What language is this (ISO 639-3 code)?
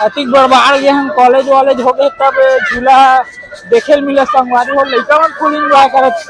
hne